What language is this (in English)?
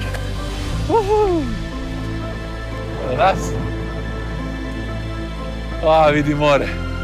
Serbian